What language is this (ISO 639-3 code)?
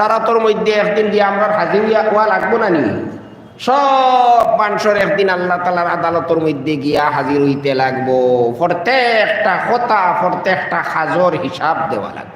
syl